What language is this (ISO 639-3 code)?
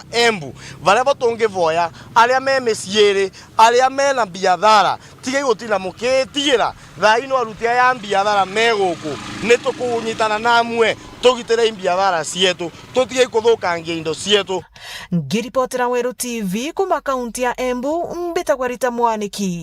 mer